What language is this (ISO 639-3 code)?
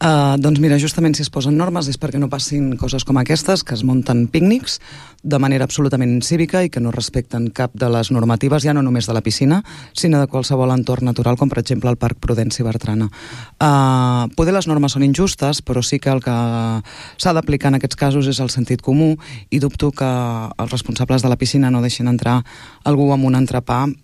cat